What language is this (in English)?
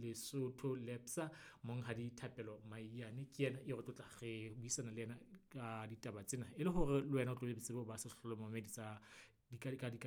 Southern Sotho